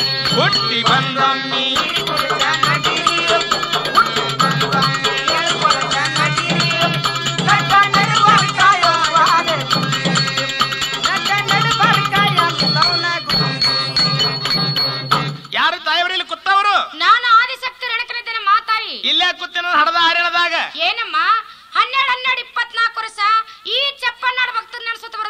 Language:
Kannada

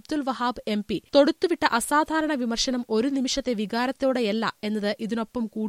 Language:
Malayalam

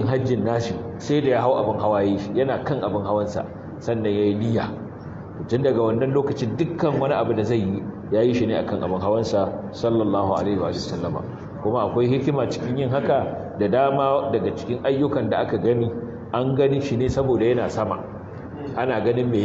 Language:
Hausa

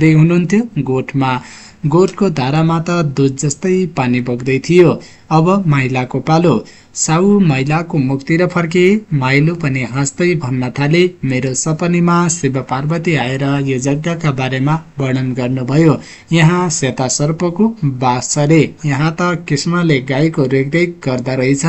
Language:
Nepali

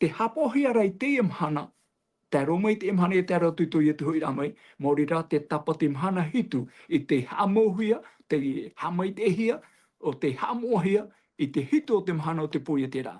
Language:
Tahitian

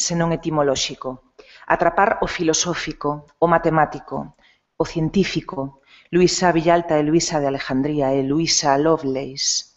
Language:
Galician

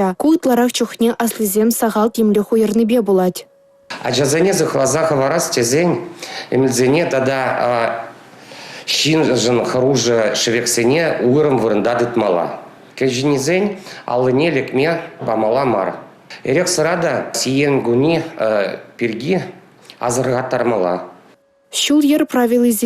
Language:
Chuvash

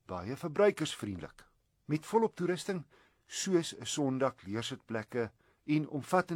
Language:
Afrikaans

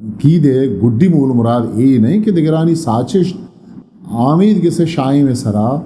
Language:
Eastern Balochi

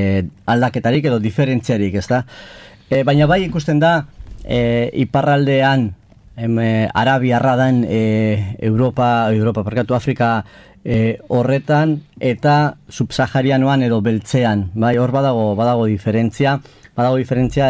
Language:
Basque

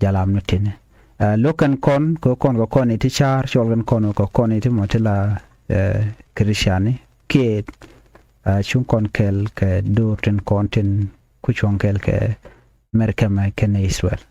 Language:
Nuer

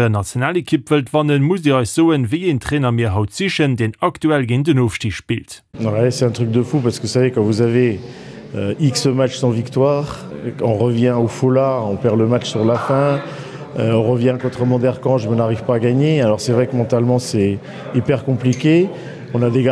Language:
Luxembourgish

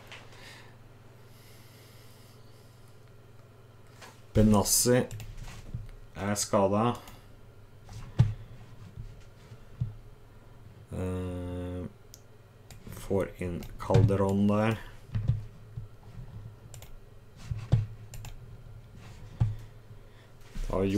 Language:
Norwegian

